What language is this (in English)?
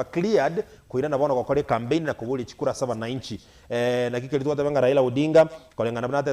Gusii